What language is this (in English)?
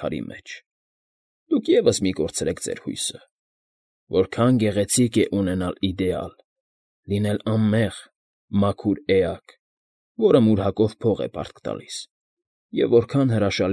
Armenian